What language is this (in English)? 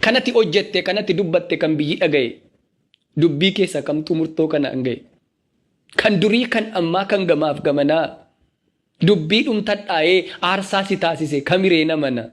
Oromo